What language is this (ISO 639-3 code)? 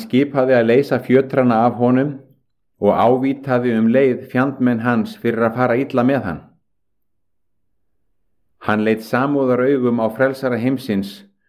isl